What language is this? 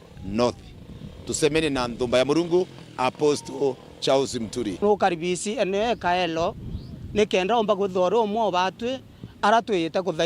Meru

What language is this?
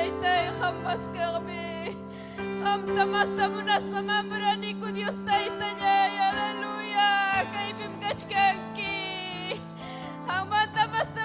Ayacucho Quechua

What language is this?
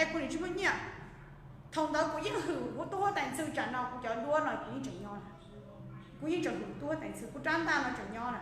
Hmong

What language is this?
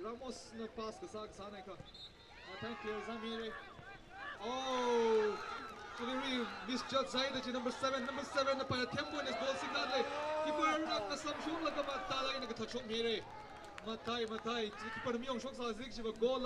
Tangkhul Naga (India)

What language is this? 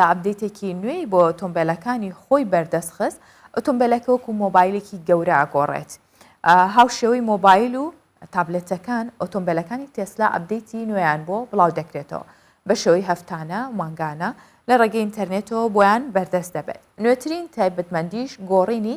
Central Kurdish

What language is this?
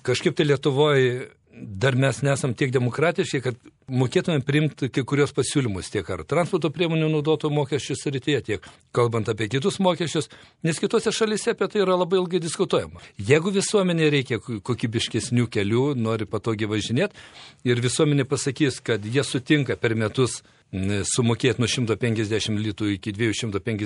Lithuanian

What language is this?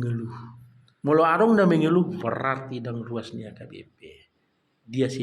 Batak Toba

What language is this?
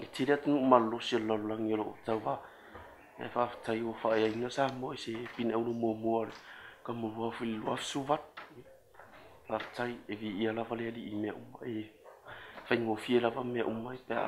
Samoan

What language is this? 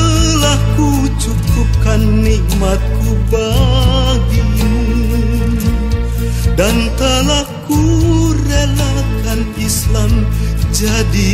Indonesian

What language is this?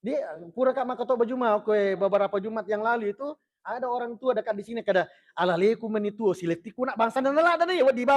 Buginese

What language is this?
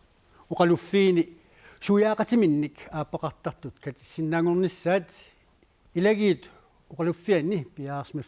Kalaallisut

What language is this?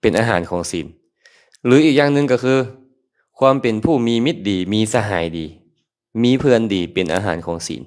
Lao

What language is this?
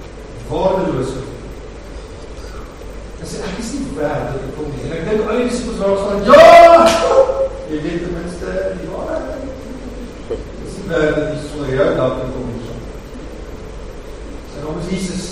Afrikaans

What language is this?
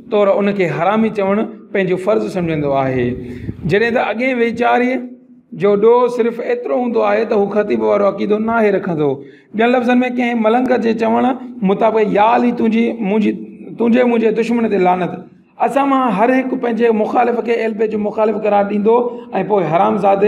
Sindhi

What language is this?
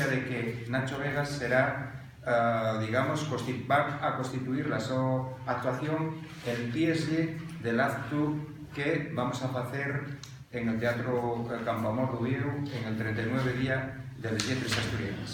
Asturian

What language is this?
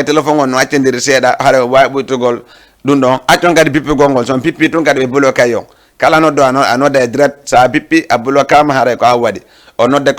Fula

